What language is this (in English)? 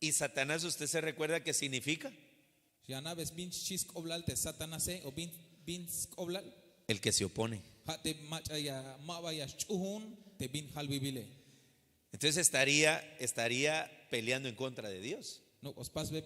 Tzeltal